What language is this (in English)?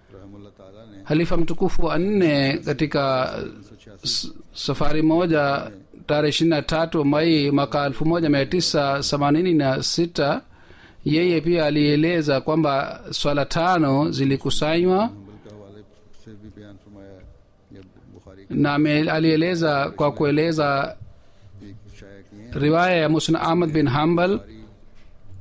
Swahili